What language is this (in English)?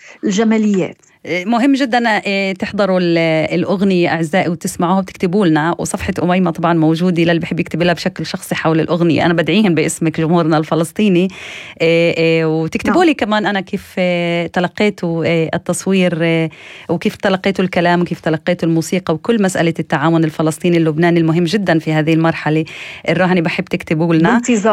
North Levantine Arabic